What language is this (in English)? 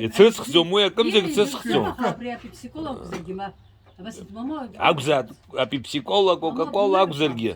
Abkhazian